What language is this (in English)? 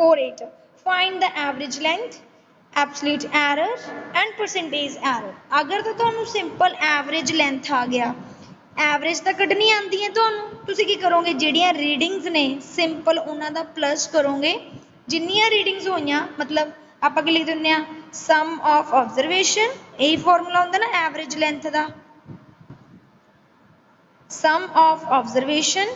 Punjabi